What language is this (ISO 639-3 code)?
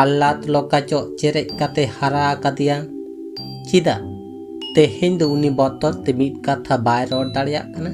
sat